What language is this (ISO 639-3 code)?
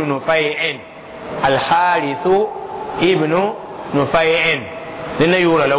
mos